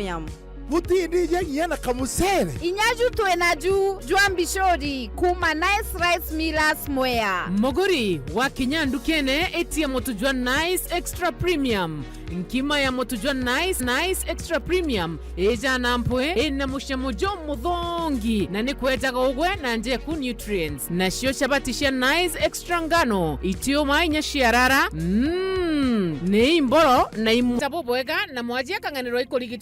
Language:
Meru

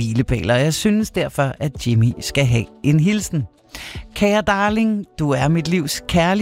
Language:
Danish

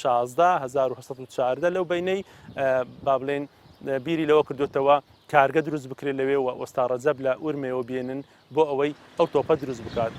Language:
Central Kurdish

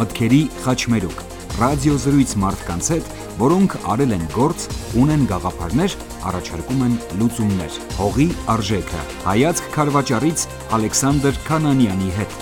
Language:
Armenian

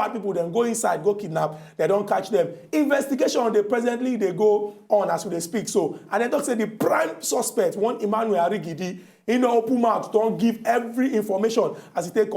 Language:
Nigerian Pidgin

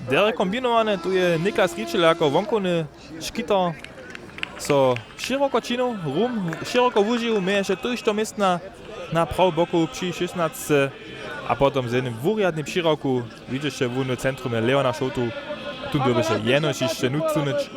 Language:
Upper Sorbian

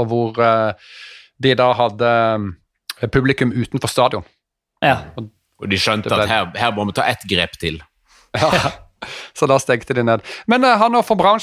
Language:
Norwegian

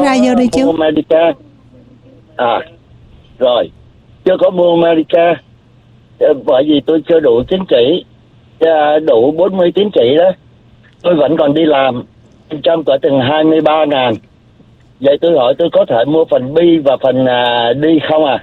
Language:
Vietnamese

